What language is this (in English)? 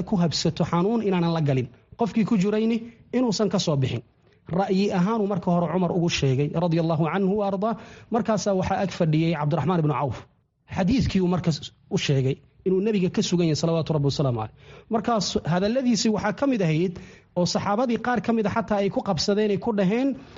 Somali